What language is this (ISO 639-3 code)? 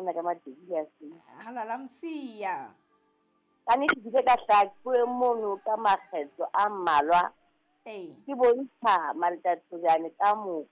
sot